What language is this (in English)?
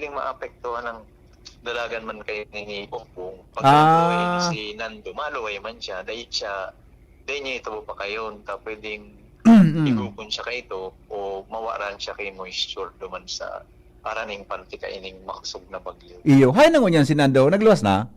Bikol